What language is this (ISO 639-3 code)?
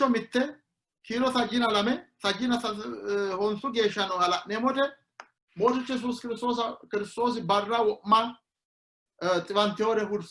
sid